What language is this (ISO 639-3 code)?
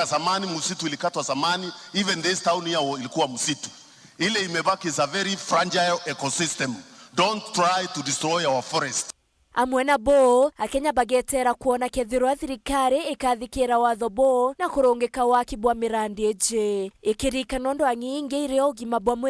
mer